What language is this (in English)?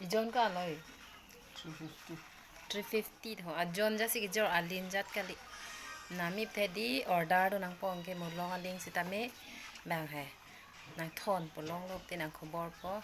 Karbi